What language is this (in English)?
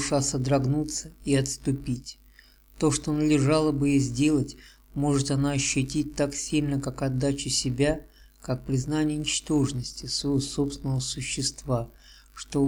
Russian